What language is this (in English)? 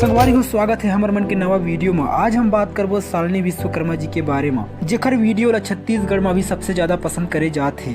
Chhattisgarhi